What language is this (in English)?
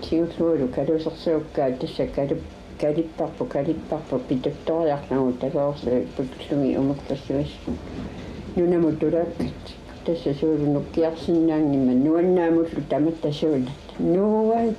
Kalaallisut